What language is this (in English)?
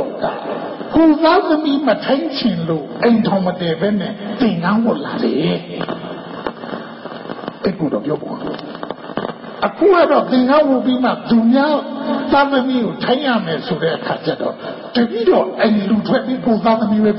Burmese